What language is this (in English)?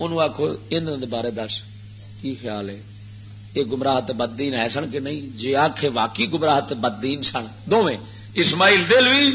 Western Panjabi